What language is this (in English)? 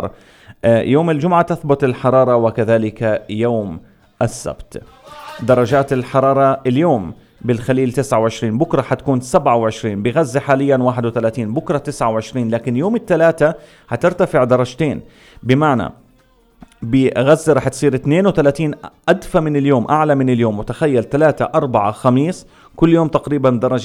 North Levantine Arabic